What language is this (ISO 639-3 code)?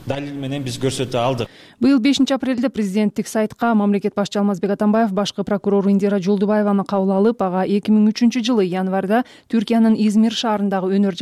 kir